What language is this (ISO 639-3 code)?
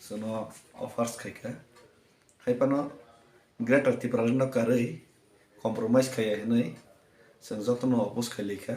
trp